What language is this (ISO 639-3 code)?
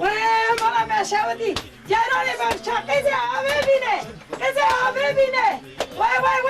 kur